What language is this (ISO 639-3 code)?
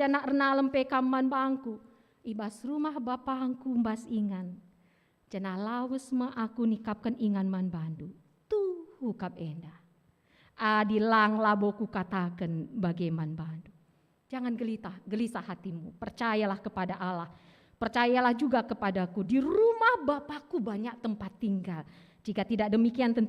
btx